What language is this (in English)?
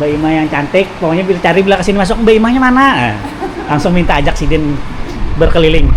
Banjar